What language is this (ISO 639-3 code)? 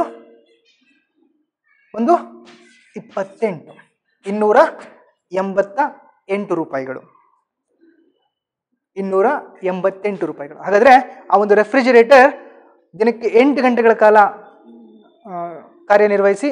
kan